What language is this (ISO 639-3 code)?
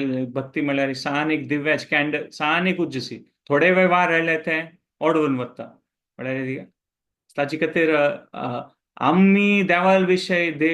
kok